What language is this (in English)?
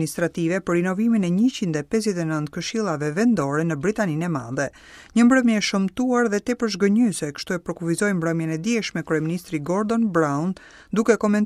Albanian